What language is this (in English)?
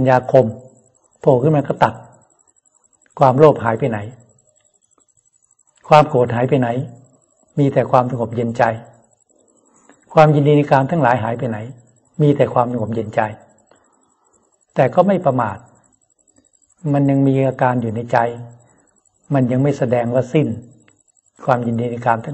Thai